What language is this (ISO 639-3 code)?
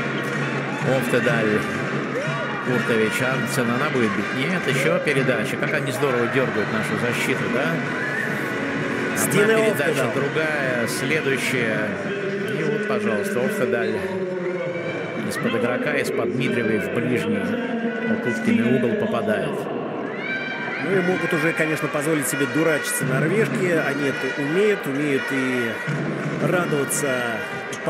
rus